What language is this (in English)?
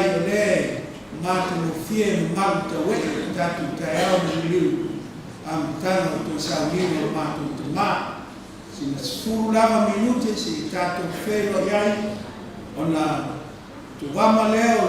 Samoan